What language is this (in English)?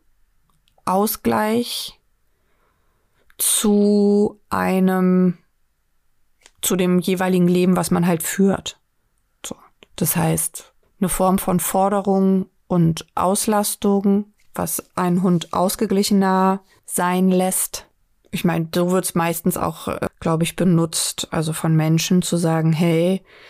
German